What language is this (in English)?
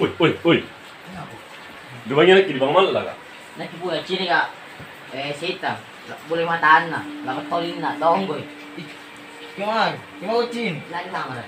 Musi